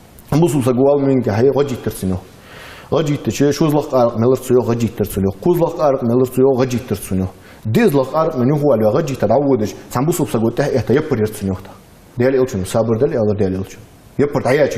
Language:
Ingush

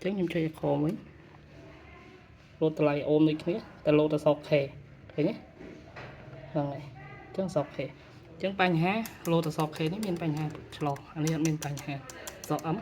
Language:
Khmer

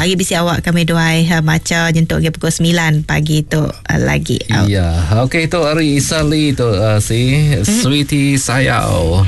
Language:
Iban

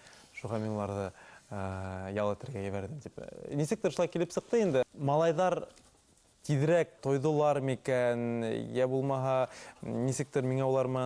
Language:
Bashkir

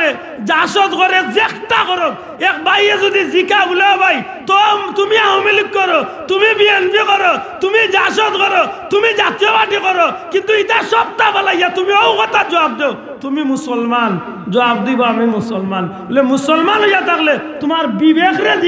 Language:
Sylheti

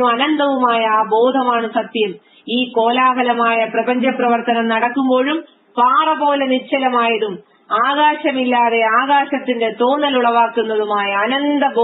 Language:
Malayalam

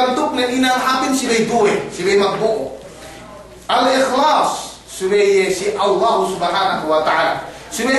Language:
Yakan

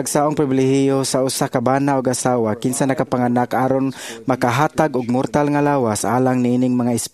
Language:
Cebuano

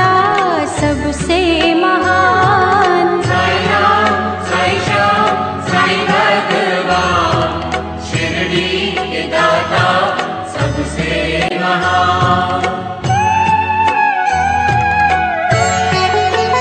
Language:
Hindi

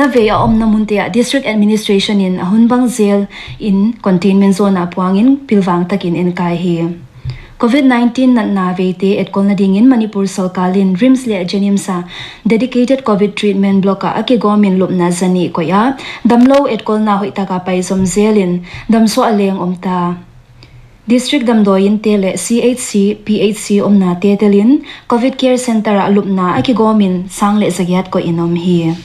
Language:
Paite Chin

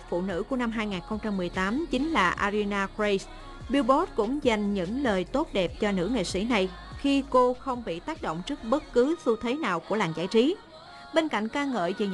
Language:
Vietnamese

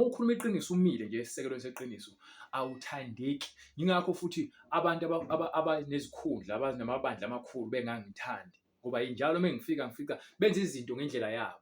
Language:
Zulu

